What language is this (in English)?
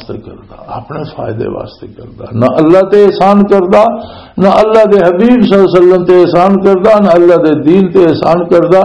Western Panjabi